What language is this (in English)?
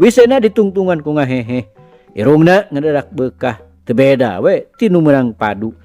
Sundanese